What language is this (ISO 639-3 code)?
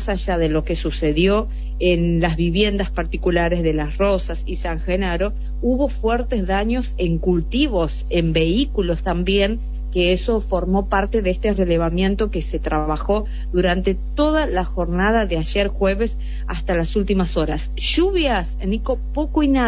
spa